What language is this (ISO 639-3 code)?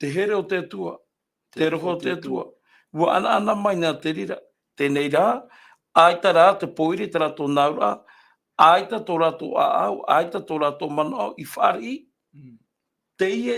tah